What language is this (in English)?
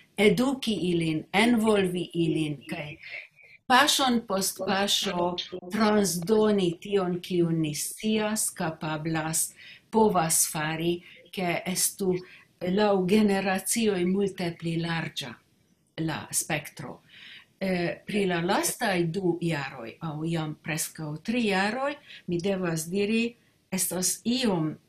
Esperanto